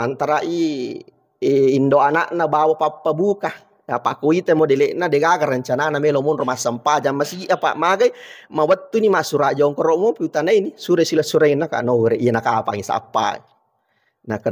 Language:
Buginese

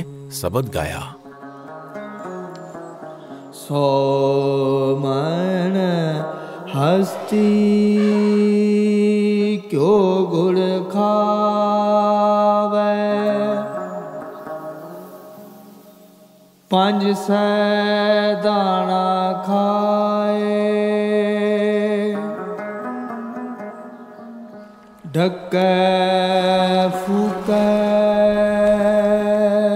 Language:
Hindi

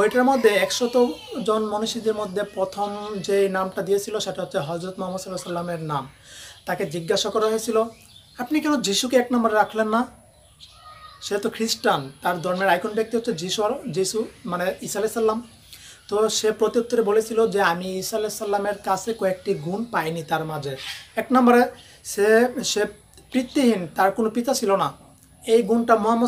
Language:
Bangla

